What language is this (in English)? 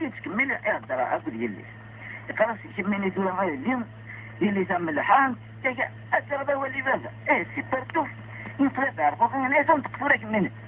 Kabyle